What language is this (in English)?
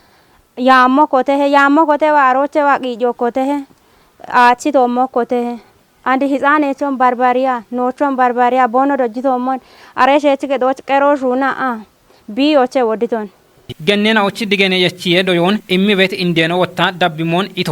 Kafa